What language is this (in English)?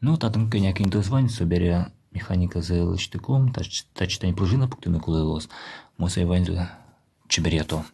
Udmurt